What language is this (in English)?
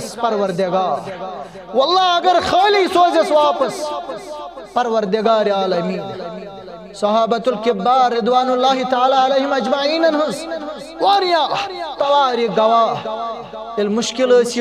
Kashmiri